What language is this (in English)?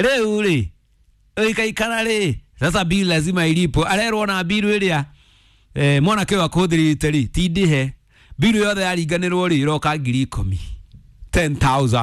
Kikuyu